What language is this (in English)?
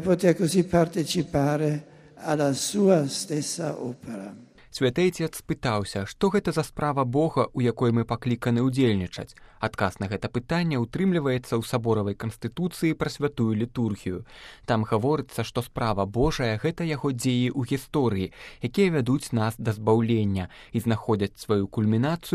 Belarusian